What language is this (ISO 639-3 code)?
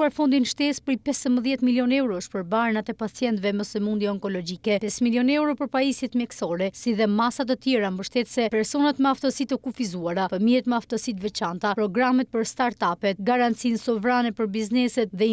sqi